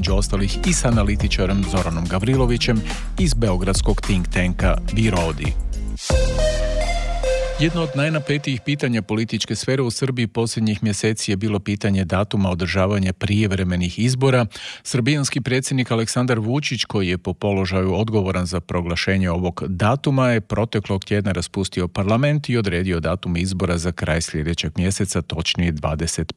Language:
Serbian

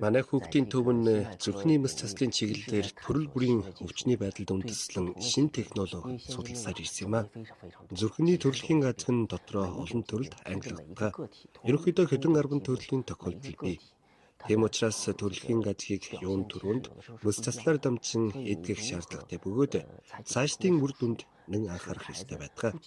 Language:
Mongolian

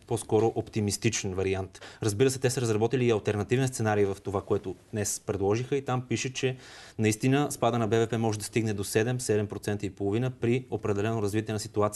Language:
Bulgarian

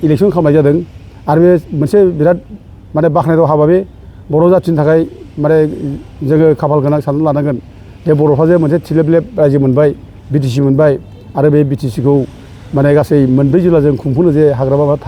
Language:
Bodo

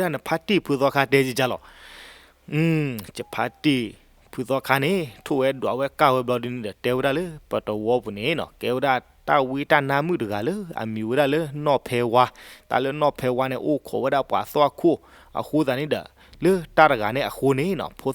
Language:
S'gaw Karen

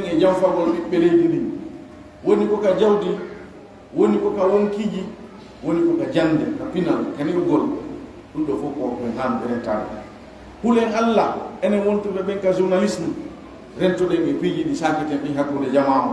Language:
Pular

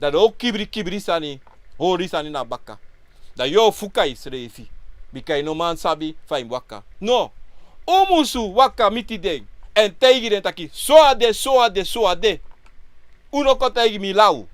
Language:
Sranan Tongo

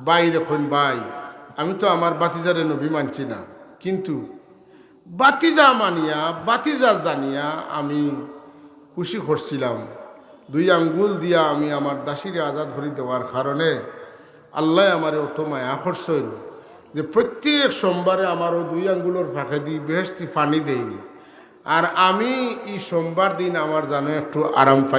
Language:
Sylheti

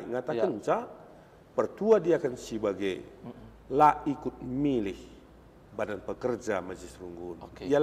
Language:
Batak Karo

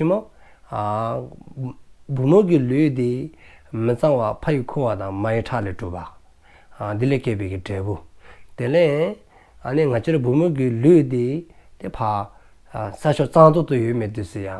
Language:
Dzongkha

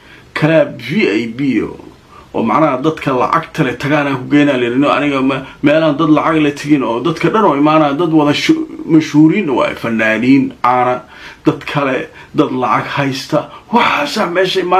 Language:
Somali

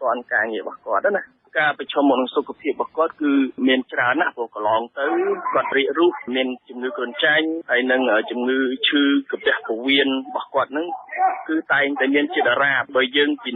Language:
Khmer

